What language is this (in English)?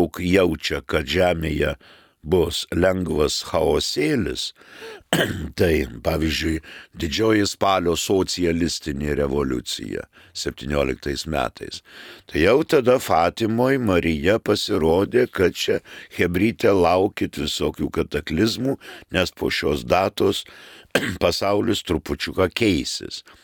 Lithuanian